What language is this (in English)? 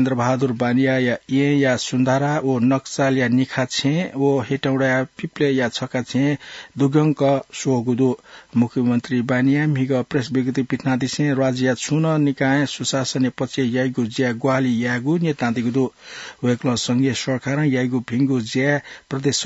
Newari